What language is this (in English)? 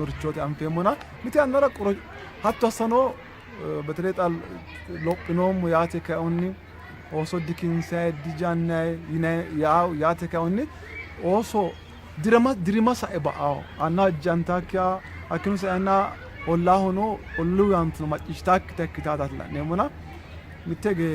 Sidamo